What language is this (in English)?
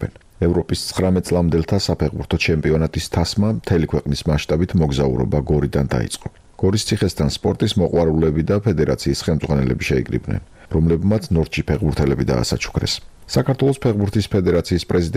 Georgian